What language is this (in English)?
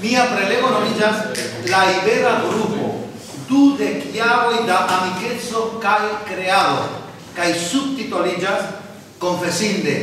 Esperanto